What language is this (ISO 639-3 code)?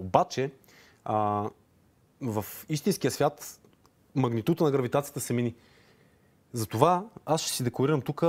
bul